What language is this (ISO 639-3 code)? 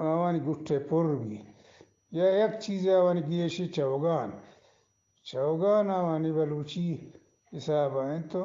bgp